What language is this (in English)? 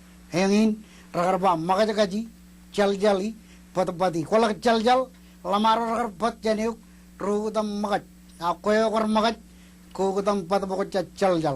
Marshallese